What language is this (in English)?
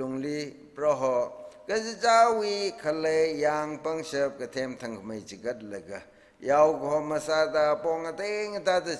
Tangkhul Naga (India)